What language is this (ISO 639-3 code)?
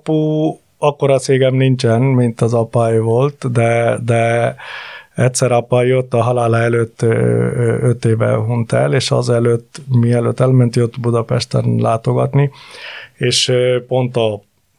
hun